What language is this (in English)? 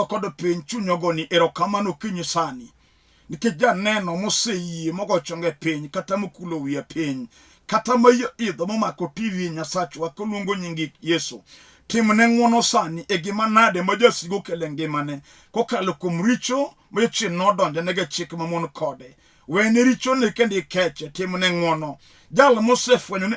Luo (Kenya and Tanzania)